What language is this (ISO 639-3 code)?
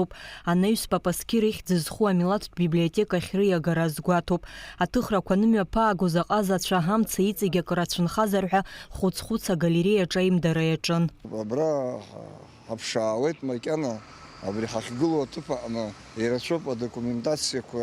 abk